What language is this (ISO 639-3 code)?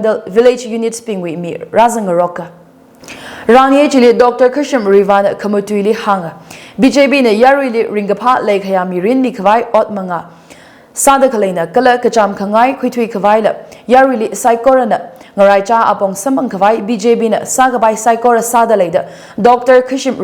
nmf